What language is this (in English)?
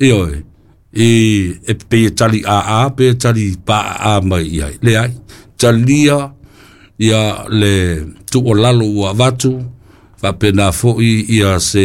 Samoan